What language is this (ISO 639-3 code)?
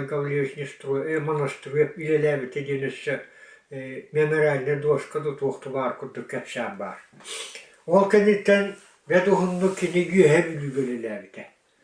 sah